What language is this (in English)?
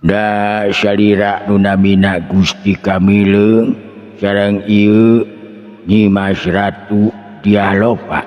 Sundanese